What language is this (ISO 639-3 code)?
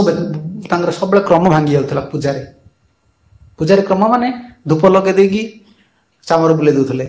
ori